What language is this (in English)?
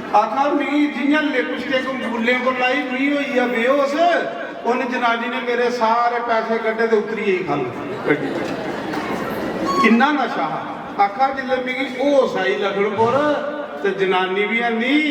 Dogri